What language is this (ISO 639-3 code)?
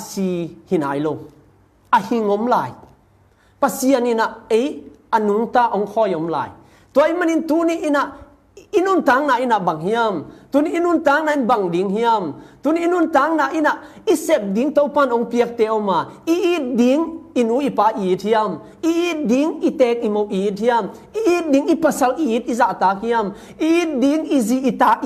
ctd